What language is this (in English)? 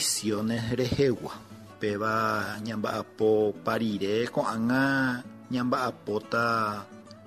Guarani